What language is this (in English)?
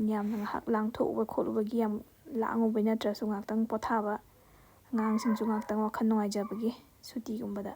Manipuri